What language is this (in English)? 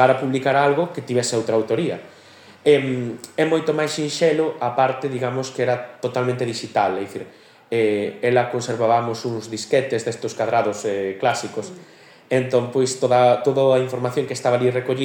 Galician